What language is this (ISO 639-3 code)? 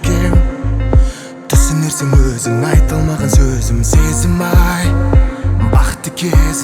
kaz